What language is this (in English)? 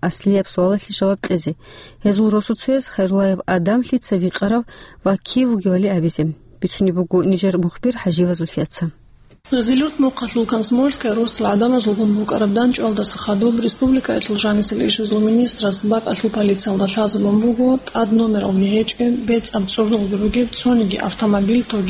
Avaric